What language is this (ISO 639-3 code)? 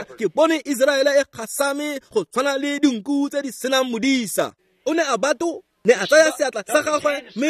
tsn